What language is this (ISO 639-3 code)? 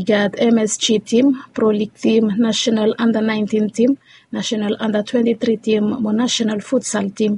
bis